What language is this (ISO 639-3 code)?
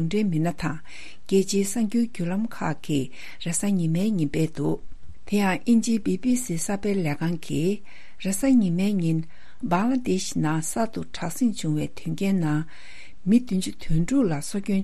bod